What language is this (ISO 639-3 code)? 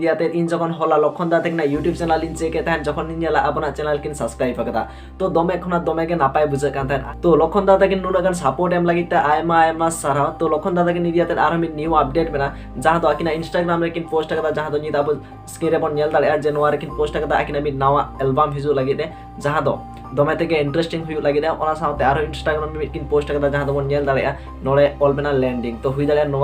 sat